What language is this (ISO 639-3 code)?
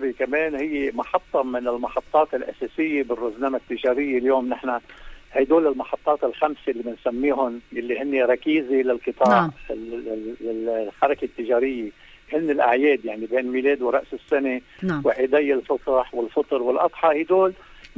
apc